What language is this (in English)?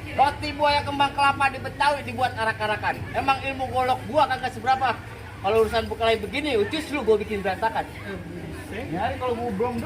Betawi